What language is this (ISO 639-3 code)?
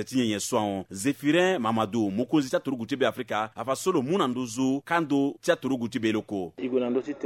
sag